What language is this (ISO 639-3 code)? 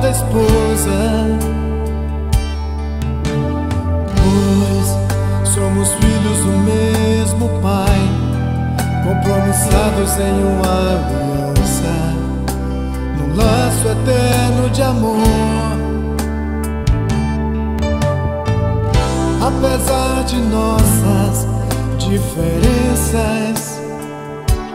por